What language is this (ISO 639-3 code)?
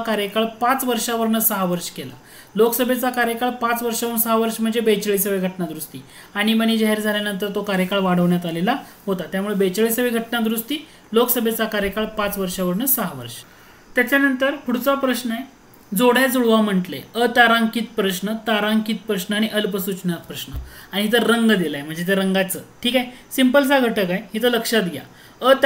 mar